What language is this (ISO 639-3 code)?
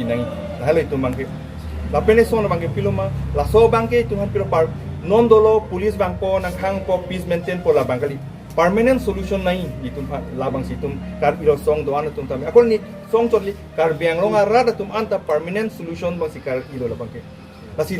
mjw